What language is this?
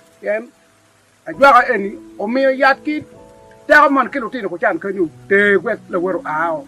Acoli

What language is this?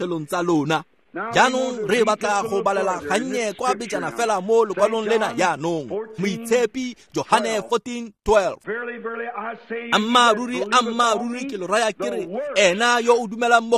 Tswana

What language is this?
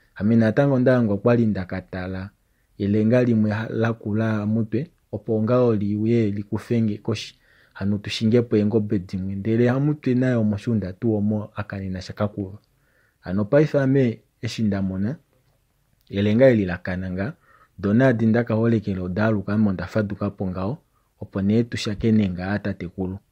Kuanyama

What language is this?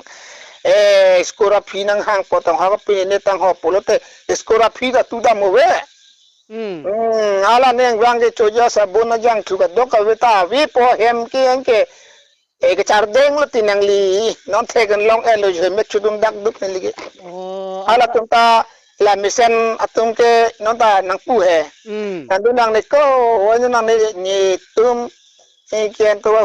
Karbi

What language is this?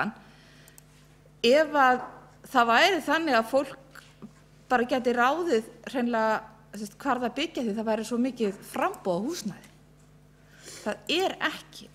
Icelandic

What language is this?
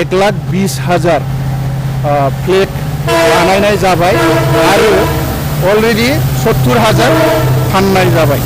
Bodo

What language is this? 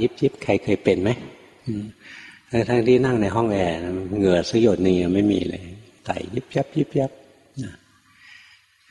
Thai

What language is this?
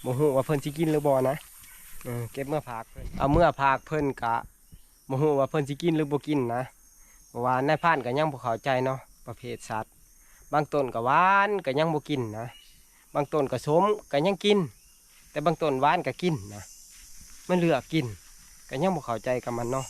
Northeastern Thai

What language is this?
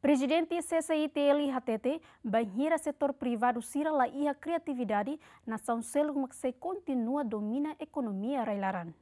Tetum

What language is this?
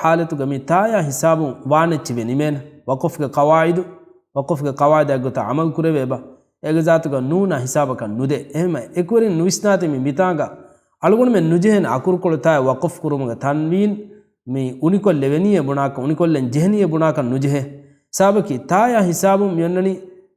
Divehi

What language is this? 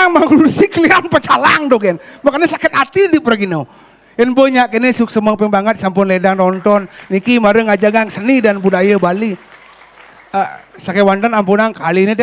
Balinese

